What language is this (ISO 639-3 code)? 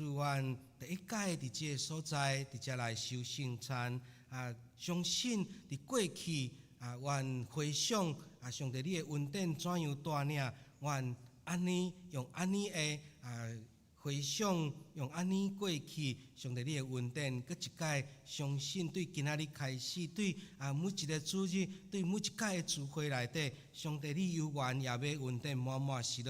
nan